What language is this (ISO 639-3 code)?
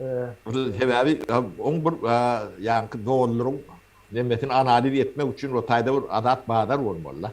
tuk